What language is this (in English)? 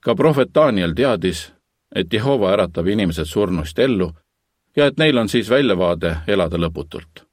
Estonian